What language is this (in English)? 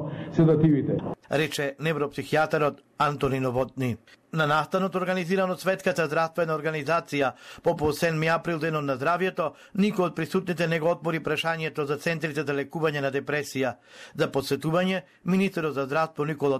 Macedonian